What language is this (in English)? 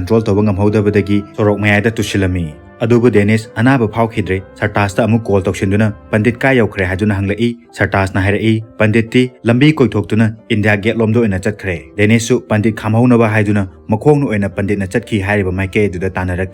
Manipuri